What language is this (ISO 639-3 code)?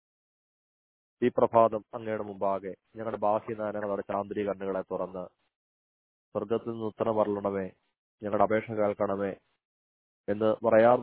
mal